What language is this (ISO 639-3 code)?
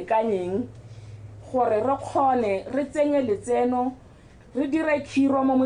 tsn